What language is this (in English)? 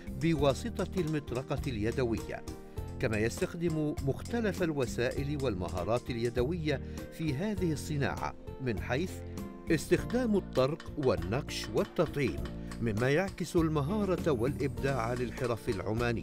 Arabic